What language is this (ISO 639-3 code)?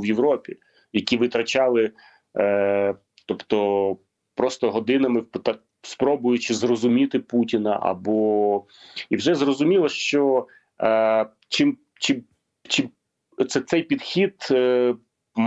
ukr